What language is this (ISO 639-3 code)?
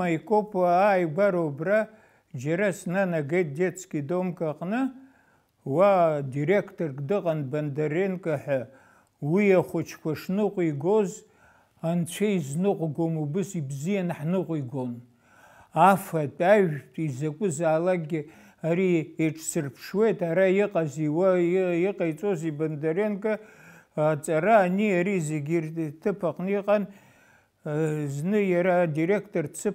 abk